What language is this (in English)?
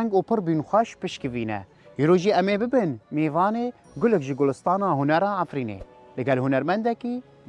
Kurdish